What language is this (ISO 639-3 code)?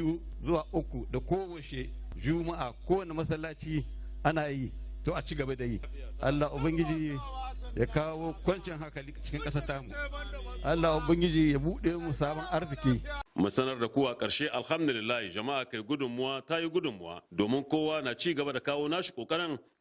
hau